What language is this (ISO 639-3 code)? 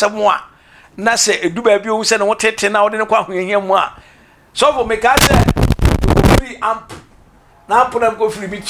aka